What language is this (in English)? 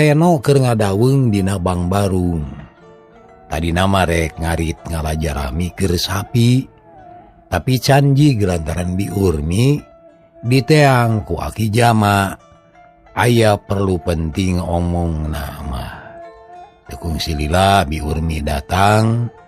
Sundanese